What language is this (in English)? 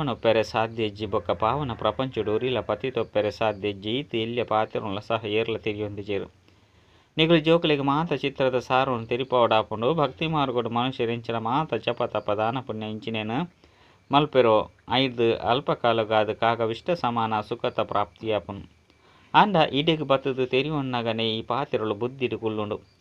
Tulu